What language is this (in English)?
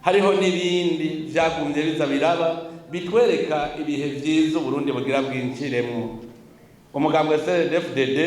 Rundi